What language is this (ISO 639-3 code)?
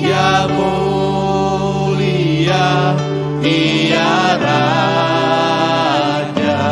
iba